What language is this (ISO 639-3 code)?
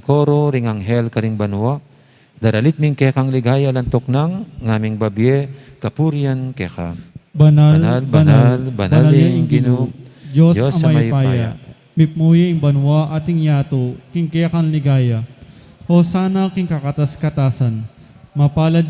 pam